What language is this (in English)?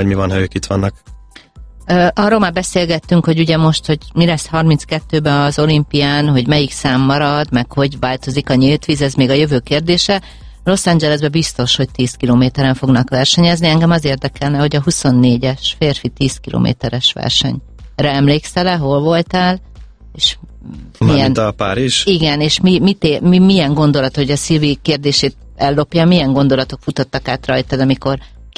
Hungarian